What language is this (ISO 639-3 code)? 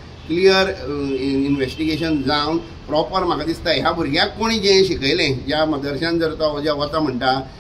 kok